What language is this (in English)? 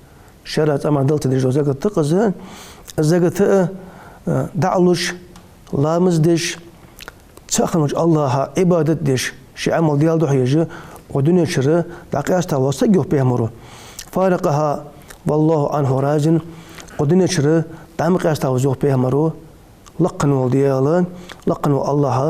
Ingush